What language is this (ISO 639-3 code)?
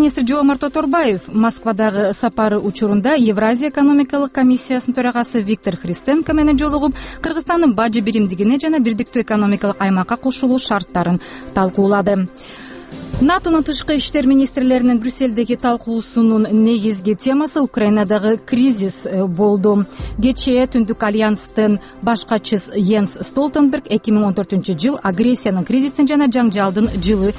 kir